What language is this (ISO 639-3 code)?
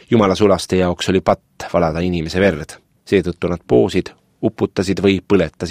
est